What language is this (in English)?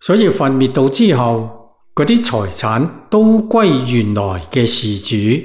Cantonese